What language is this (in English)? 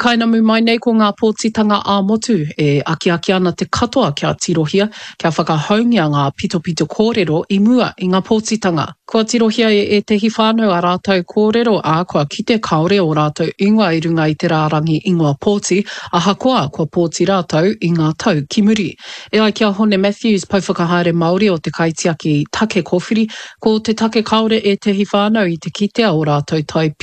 Māori